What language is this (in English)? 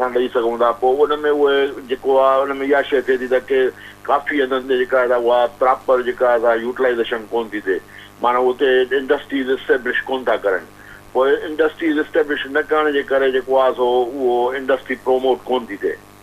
Sindhi